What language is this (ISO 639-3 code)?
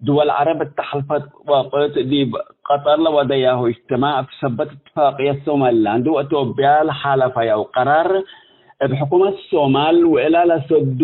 tig